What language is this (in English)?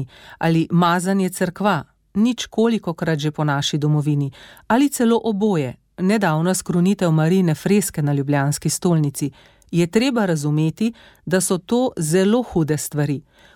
Slovenian